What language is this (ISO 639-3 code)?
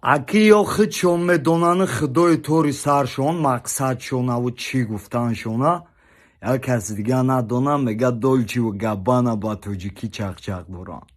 tgk